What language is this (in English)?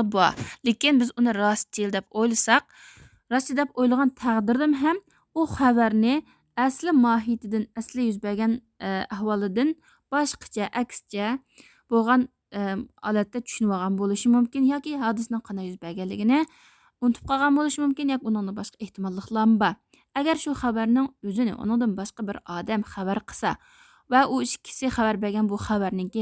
Uyghur